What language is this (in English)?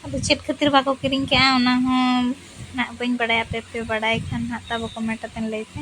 Santali